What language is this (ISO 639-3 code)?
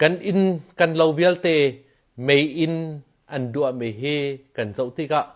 cnh